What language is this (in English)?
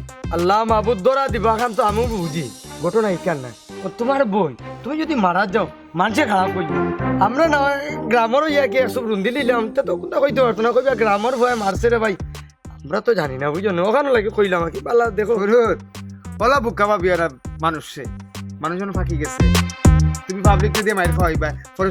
Sylheti